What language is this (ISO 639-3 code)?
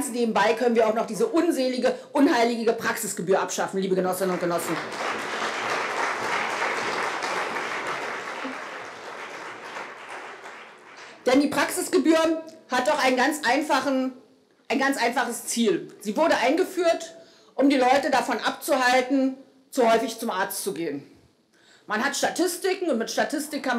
deu